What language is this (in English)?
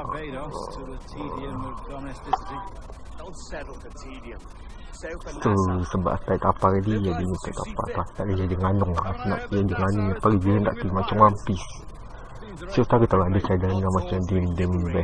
Malay